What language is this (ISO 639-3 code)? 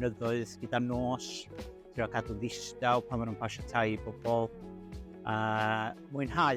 cym